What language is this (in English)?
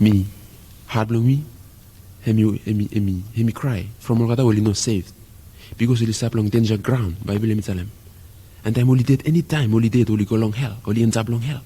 Bislama